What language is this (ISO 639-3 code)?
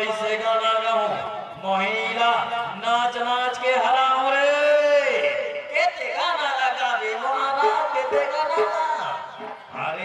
hne